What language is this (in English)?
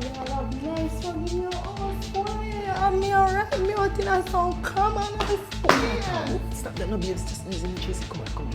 Jamaican Creole English